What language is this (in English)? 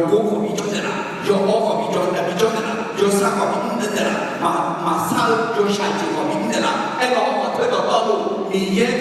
Akha